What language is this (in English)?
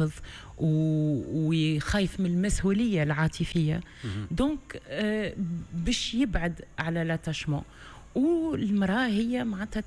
Tunisian Arabic